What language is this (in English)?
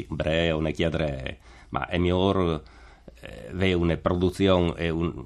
Friulian